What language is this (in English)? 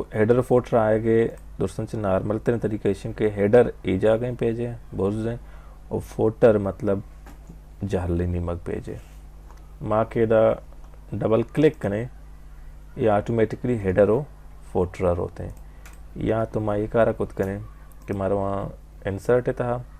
Baluchi